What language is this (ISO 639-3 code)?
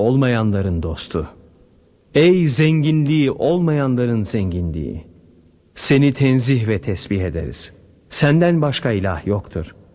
tur